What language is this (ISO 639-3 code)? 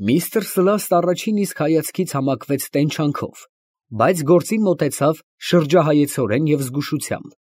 hye